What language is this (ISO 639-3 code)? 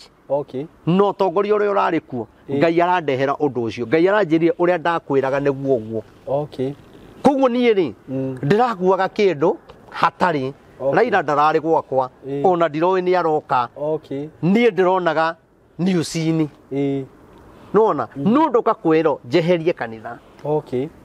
kik